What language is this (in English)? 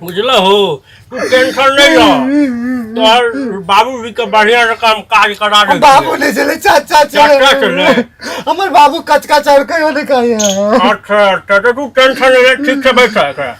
Maithili